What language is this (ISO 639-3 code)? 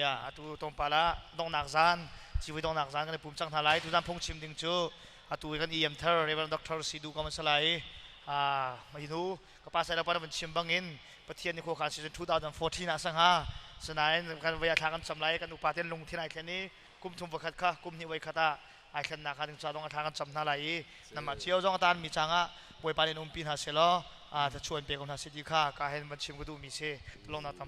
cnh